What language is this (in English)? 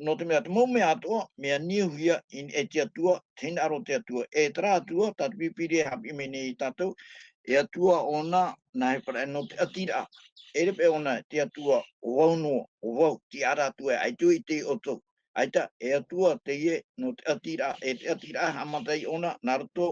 Tahitian